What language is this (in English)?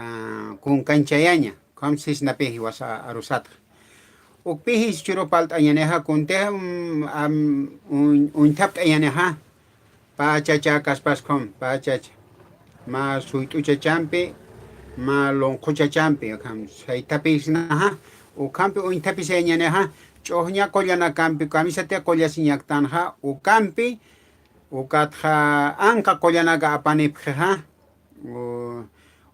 Aymara